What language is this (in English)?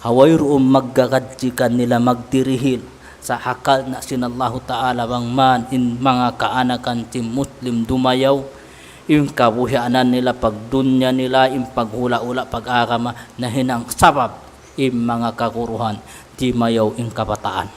Tausug